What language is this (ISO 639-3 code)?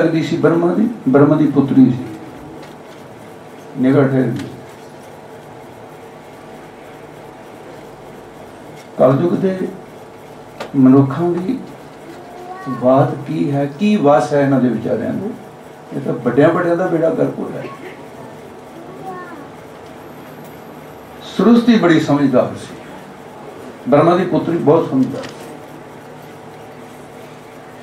pan